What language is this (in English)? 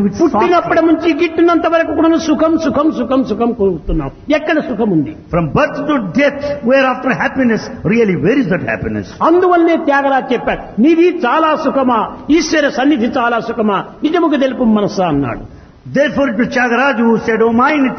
Telugu